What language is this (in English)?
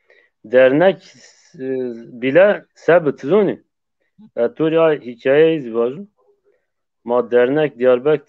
Zaza